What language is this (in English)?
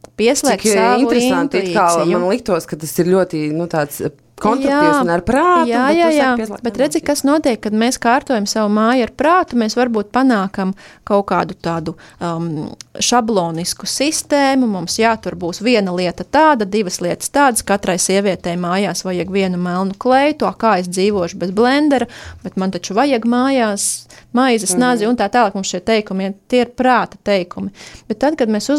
Latvian